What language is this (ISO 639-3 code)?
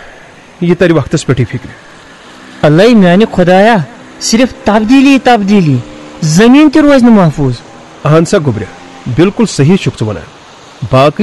kas